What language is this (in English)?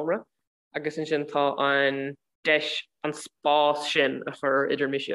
Irish